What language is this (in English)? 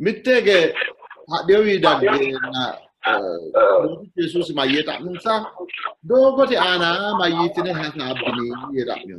Sidamo